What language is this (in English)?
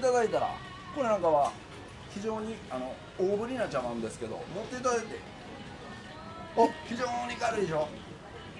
Japanese